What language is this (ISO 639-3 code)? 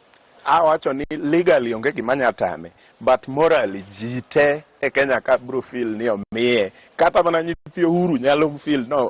luo